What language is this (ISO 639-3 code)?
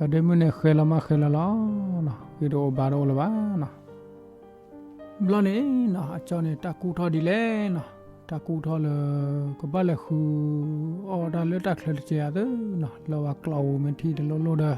ksw